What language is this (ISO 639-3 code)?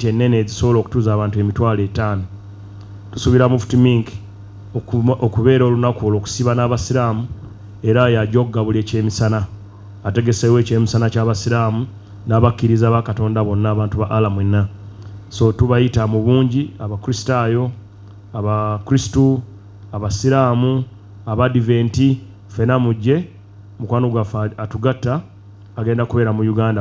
lug